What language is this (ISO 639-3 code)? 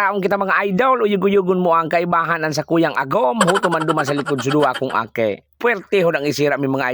bik